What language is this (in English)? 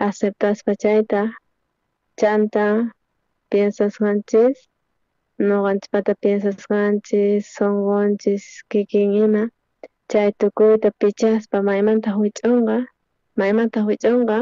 South Bolivian Quechua